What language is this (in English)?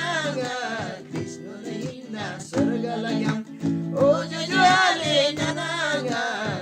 Eastern Tamang